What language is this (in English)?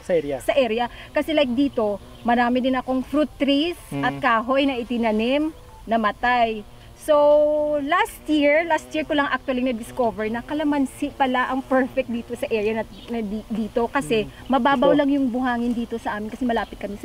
Filipino